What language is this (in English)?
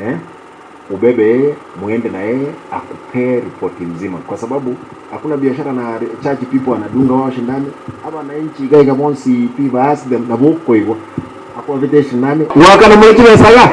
Gusii